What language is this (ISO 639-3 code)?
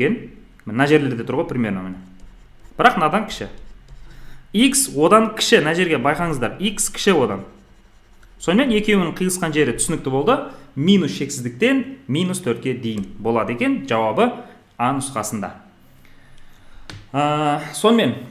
kaz